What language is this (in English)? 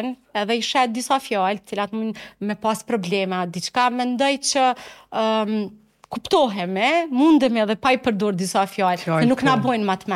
Albanian